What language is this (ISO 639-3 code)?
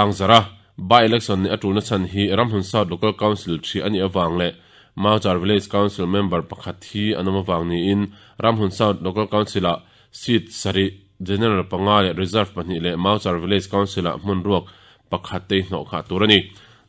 lus